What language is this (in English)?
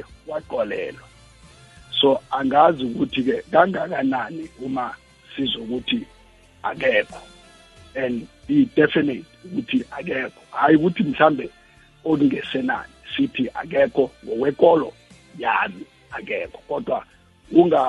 South Ndebele